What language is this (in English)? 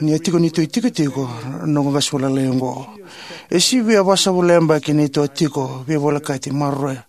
Fijian